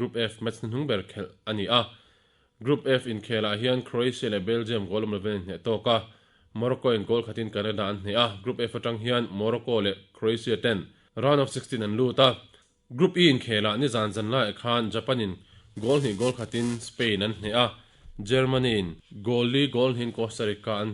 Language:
Mizo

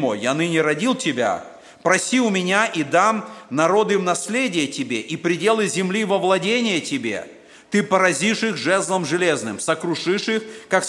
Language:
Russian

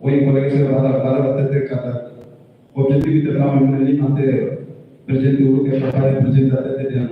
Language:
Tetum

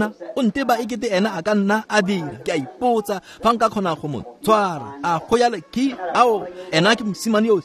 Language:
Tswana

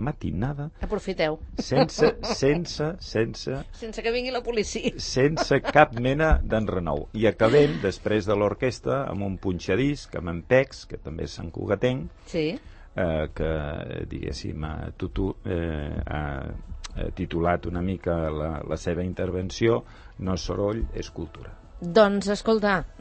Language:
Catalan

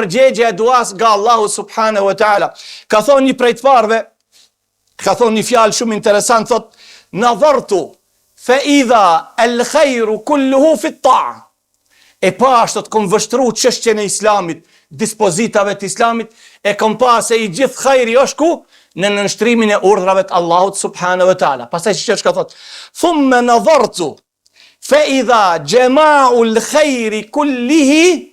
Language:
Albanian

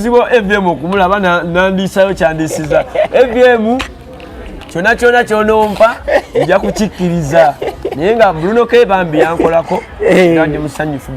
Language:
Ganda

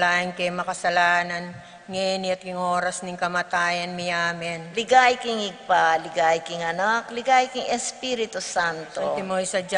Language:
Pampanga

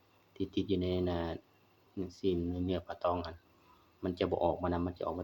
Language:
Lao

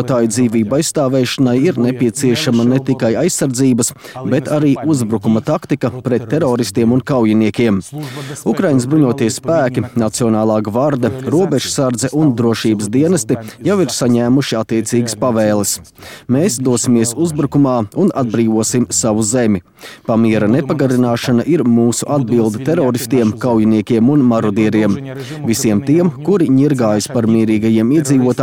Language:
Latvian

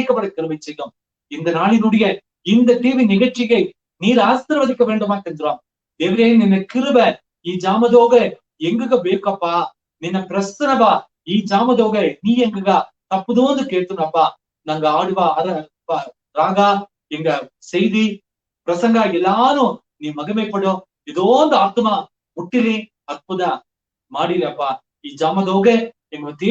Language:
Badaga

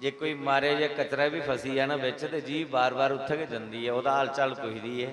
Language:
Dogri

